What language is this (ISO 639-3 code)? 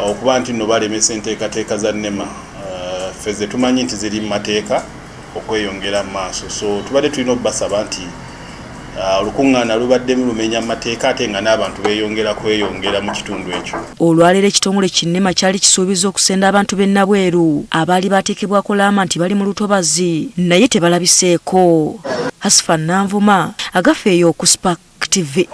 lug